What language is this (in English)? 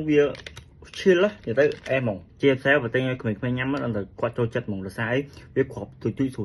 Khmer